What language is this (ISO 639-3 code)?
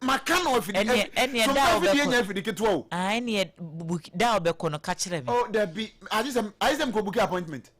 aka